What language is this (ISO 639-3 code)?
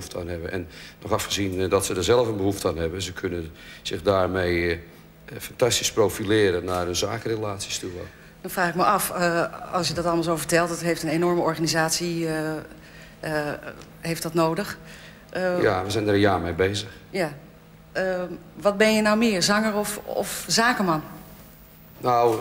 nld